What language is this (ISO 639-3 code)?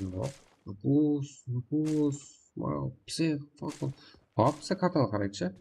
kaa